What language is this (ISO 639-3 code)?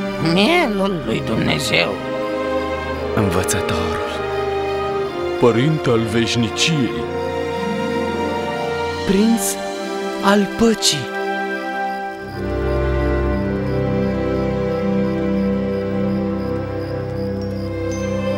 ron